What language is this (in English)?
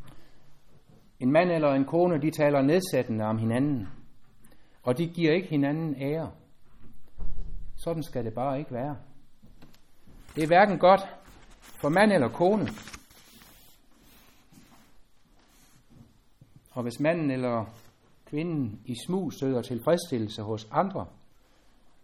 Danish